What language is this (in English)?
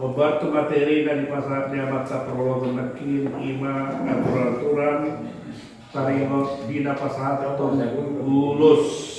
Batak Toba